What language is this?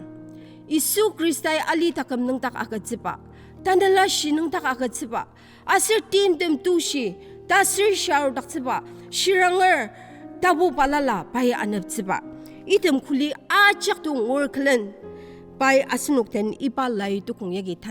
Ao Naga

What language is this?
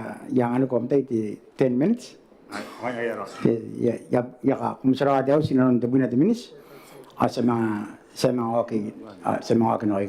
Gilbertese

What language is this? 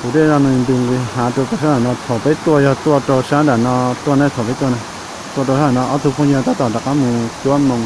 Hmong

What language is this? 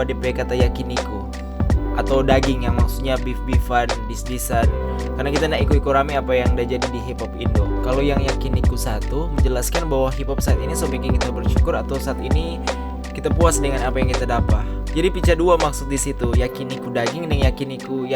Manado Malay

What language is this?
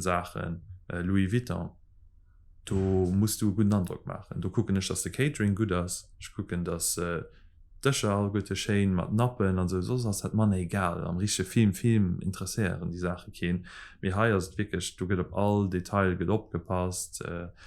Luxembourgish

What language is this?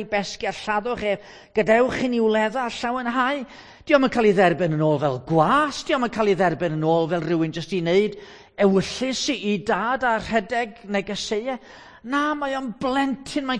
Welsh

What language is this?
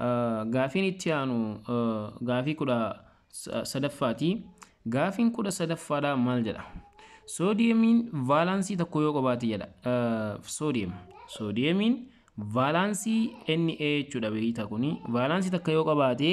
Oromo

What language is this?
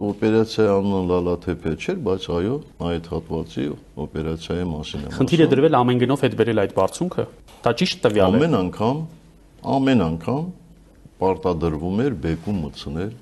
Armenian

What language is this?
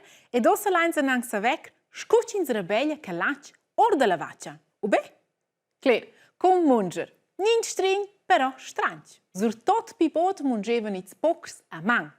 Romansh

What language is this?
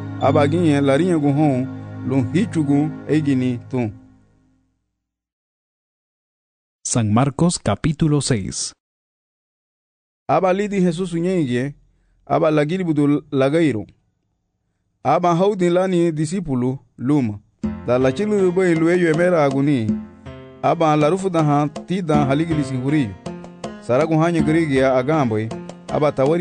Garifuna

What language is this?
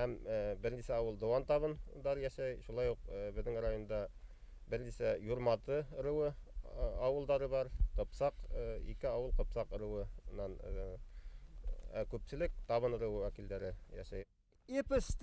Bashkir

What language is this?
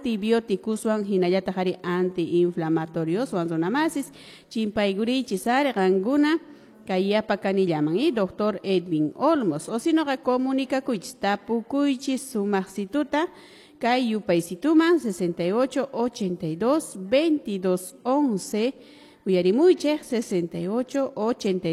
Quechua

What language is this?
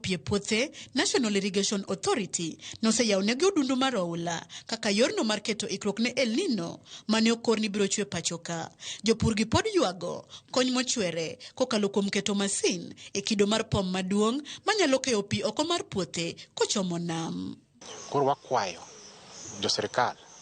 Luo (Kenya and Tanzania)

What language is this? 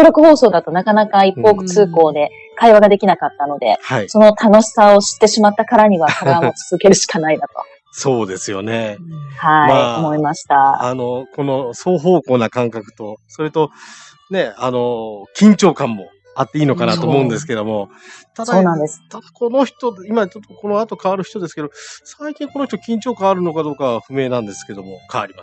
Japanese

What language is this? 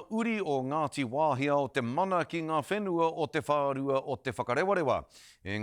Māori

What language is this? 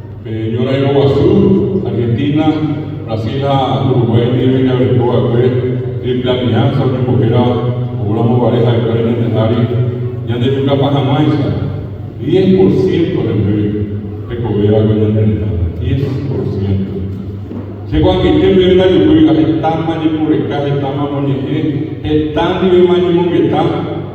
Guarani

